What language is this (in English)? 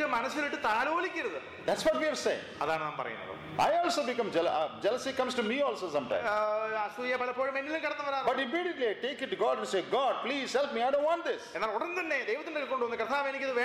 Malayalam